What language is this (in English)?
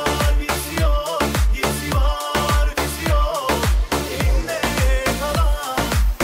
Turkish